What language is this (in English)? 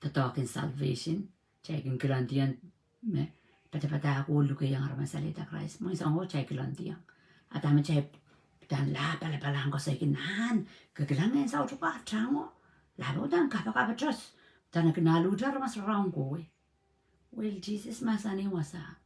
Pohnpeian